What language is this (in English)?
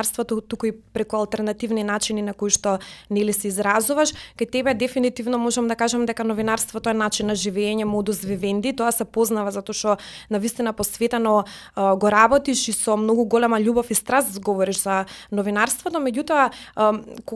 Macedonian